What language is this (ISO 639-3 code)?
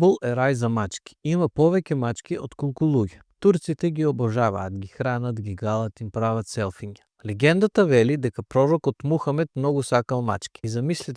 mkd